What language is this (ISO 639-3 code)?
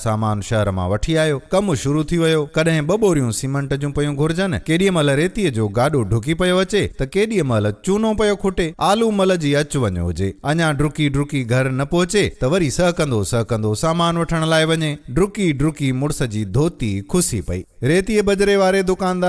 snd